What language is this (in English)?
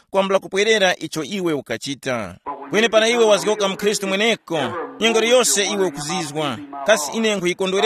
Tumbuka